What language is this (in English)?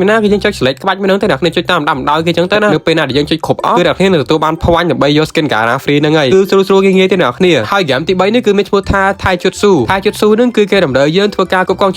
Khmer